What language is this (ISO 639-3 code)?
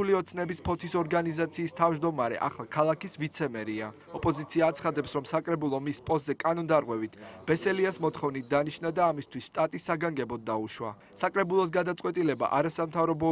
kat